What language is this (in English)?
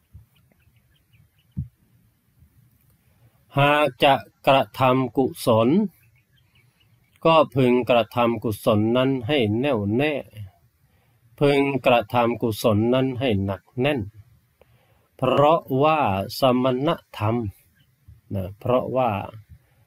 Thai